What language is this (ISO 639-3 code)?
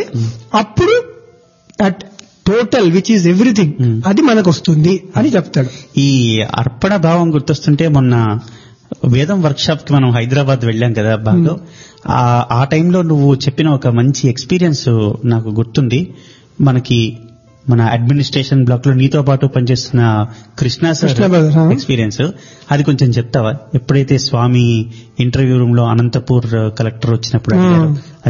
tel